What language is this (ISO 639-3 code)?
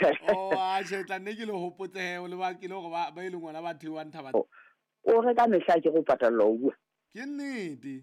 sot